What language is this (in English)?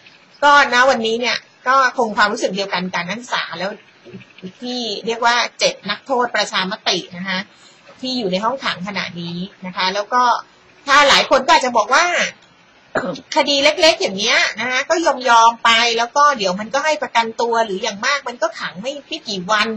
Thai